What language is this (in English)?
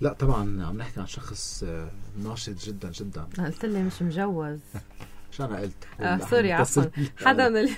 North Levantine Arabic